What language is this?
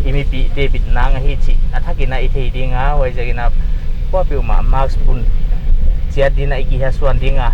Paite Chin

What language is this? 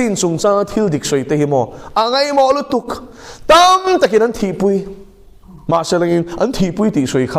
Mizo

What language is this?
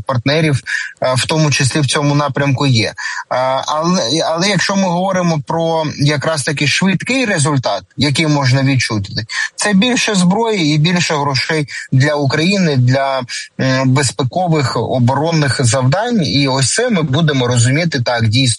Ukrainian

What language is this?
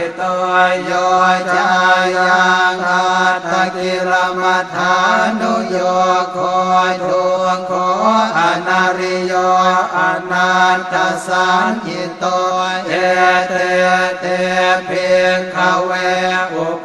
Pali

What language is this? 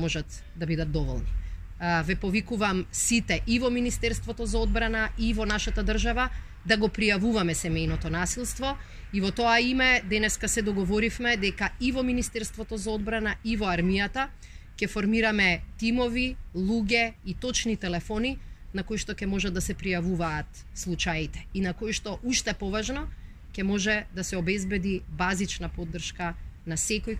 Macedonian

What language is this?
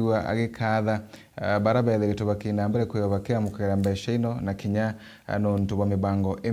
Meru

